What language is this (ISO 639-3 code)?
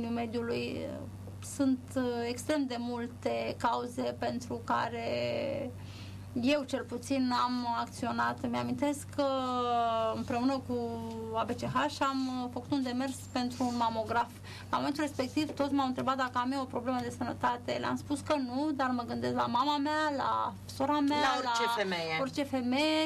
ron